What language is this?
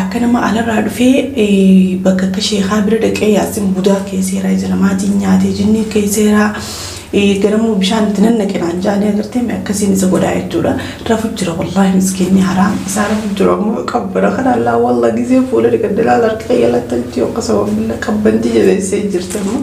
Oromo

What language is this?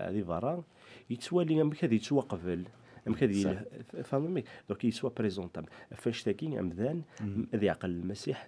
Kabyle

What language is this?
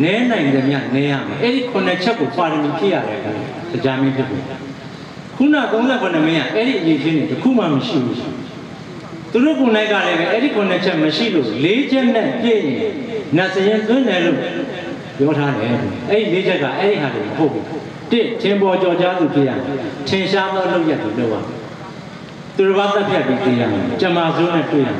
Burmese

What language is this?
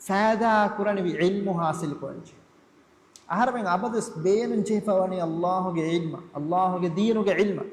Divehi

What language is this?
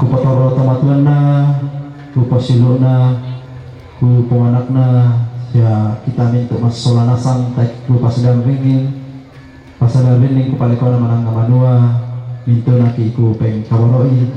Toraja-Sa'dan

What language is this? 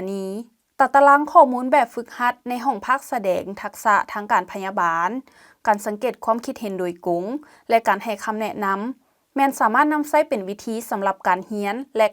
Lao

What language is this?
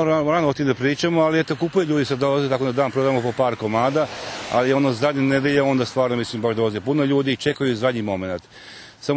Rusyn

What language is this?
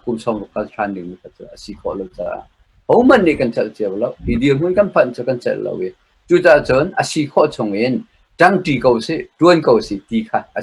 Hakha Chin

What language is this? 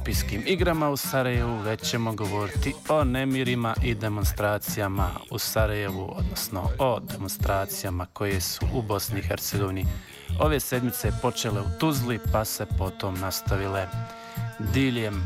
Bosnian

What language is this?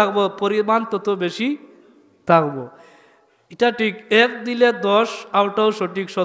Sylheti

